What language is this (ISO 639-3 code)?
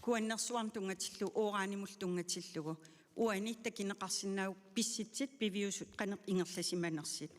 kal